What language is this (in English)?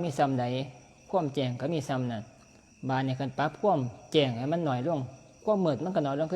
Northeastern Thai